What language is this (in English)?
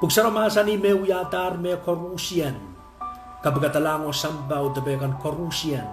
Pohnpeian